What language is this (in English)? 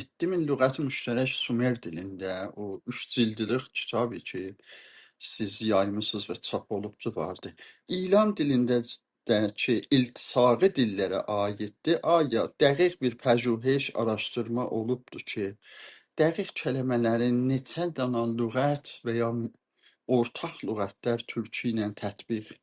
South Azerbaijani